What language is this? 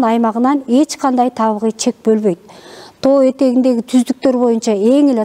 Kyrgyz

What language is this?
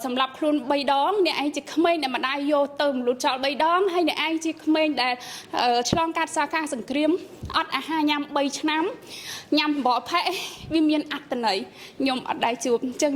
Khmer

